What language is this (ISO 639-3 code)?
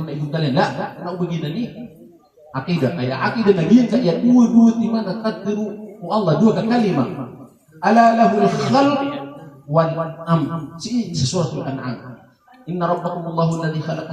mrw